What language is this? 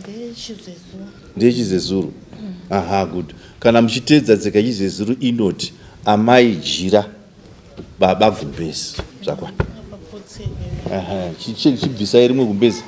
Shona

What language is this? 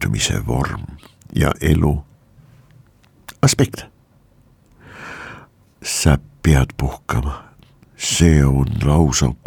Estonian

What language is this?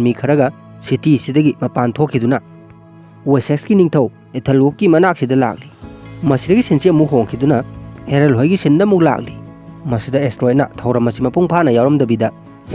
Manipuri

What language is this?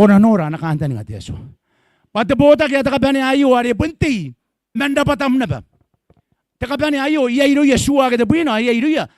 Gilbertese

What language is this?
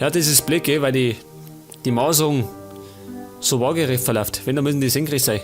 Bavarian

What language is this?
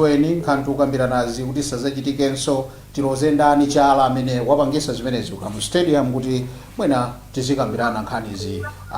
Nyanja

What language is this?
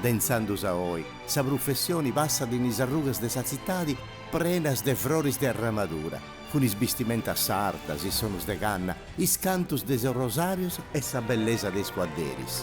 Sardinian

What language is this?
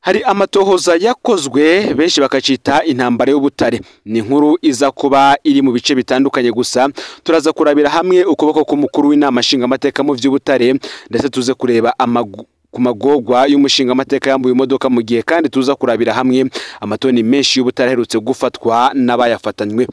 Rundi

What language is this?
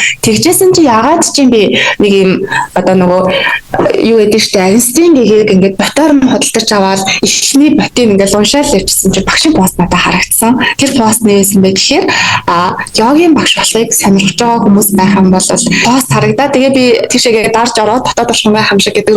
Mongolian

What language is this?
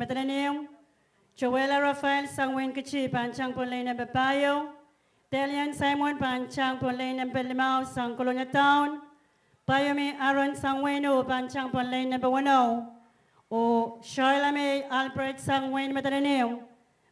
Pohnpeian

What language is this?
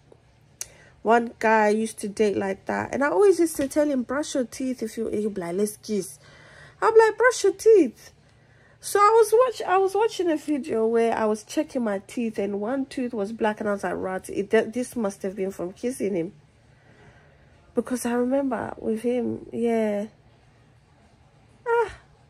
English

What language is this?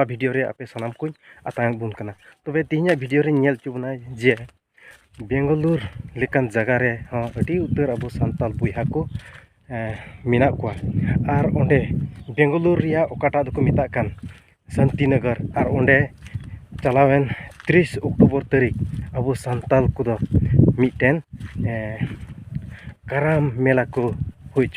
Santali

